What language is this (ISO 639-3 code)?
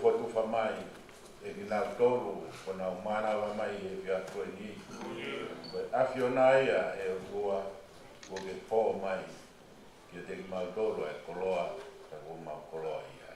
ton